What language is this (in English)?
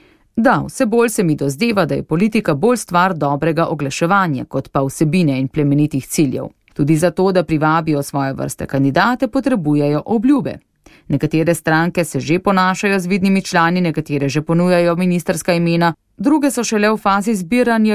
Slovenian